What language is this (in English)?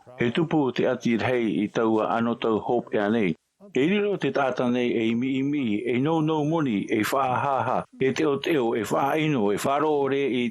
Tahitian